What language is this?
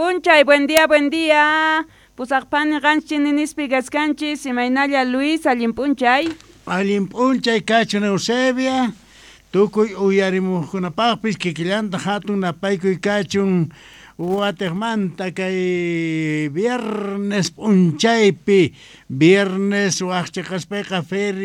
South Bolivian Quechua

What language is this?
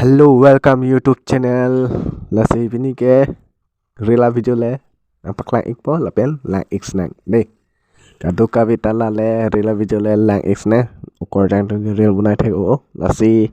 Karbi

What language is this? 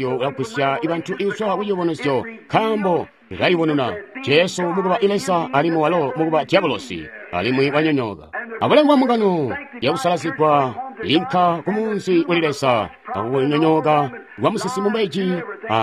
Tonga (Zambia)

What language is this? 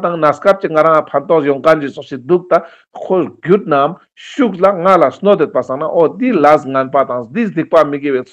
Ladakhi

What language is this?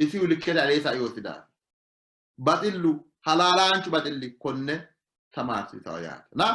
Sidamo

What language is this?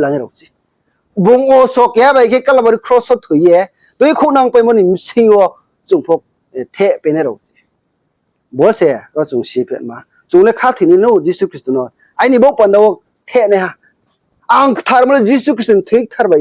Riang (India)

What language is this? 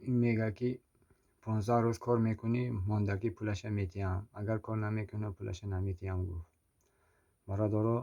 Tajik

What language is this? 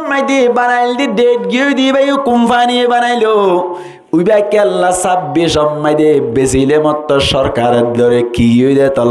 Rohingya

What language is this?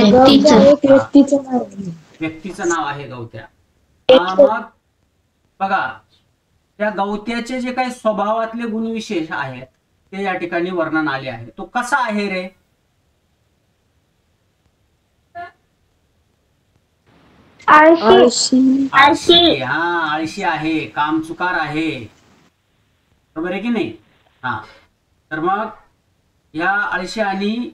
Marathi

